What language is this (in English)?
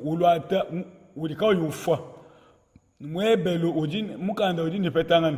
Luba-Lulua